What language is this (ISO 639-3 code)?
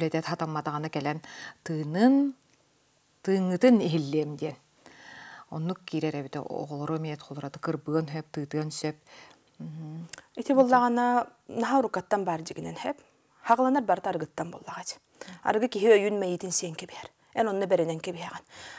sah